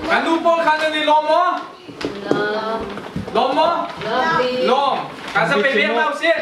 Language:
Hakha Chin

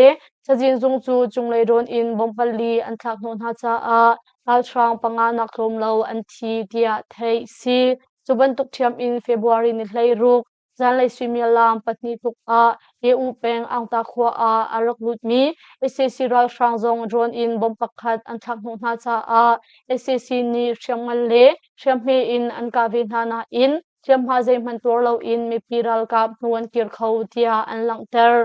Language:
Hakha Chin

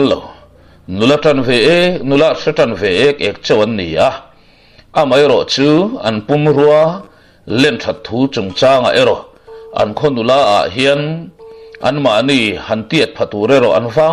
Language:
Mizo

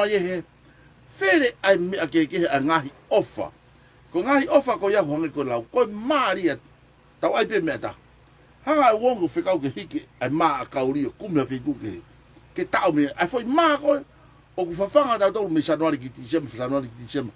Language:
Tongan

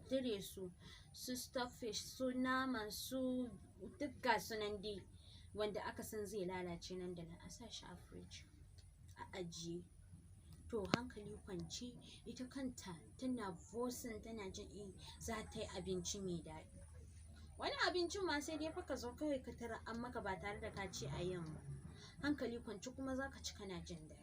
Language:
Hausa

